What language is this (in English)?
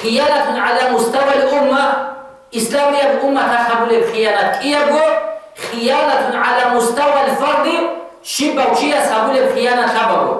Avaric